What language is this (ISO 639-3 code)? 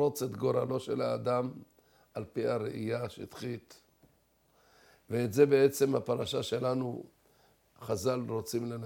heb